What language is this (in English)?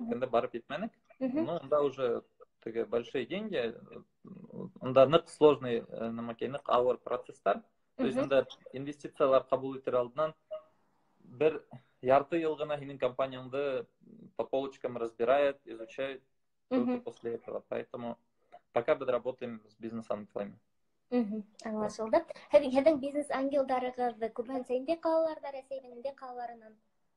Bashkir